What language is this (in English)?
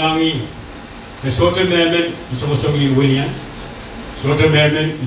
Pohnpeian